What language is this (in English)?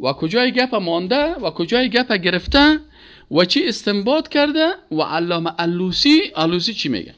Persian